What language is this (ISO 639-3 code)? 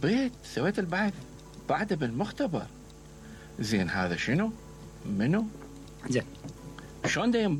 acm